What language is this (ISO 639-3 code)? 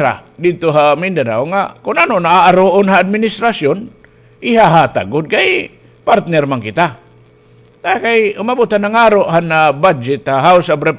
war